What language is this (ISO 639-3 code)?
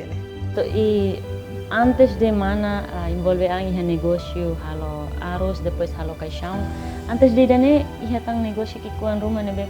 tet